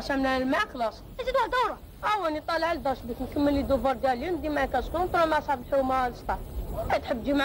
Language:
Algerian Arabic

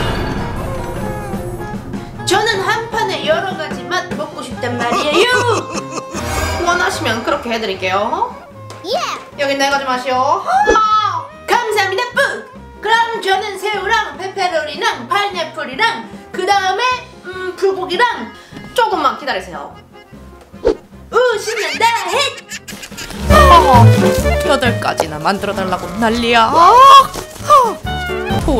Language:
Korean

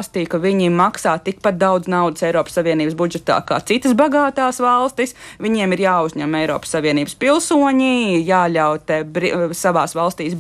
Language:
Latvian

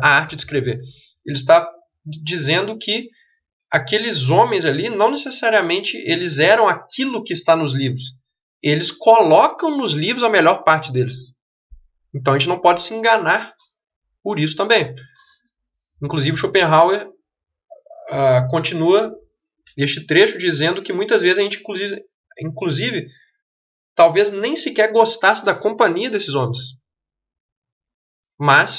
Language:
Portuguese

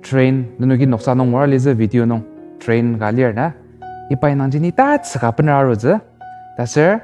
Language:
Ao Naga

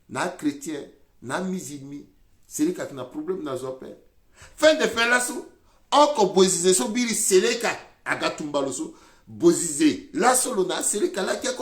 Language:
Sango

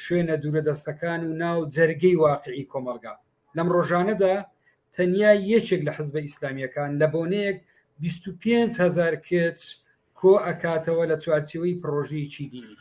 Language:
Central Kurdish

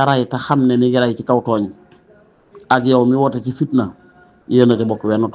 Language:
Wolof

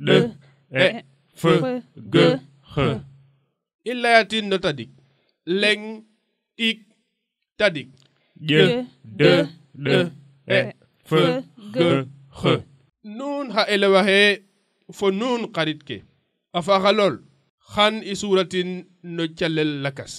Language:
Serer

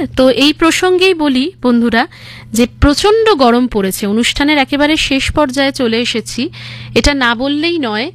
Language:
Bangla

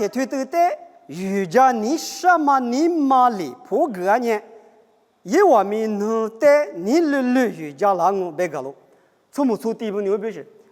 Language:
Lisu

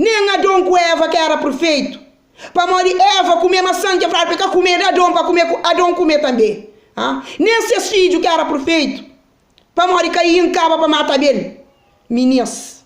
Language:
Kabuverdianu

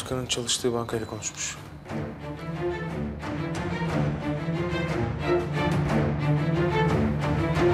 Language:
Turkish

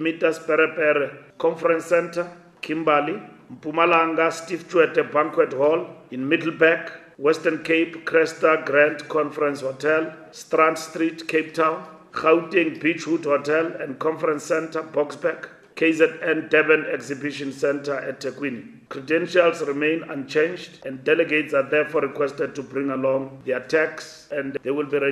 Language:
English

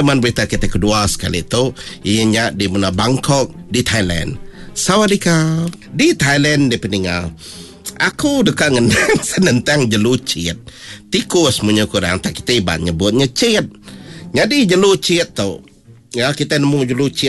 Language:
Iban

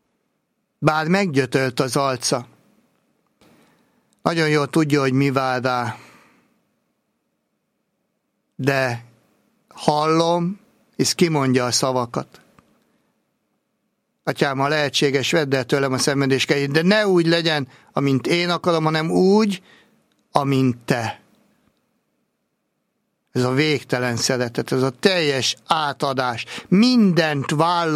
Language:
Hungarian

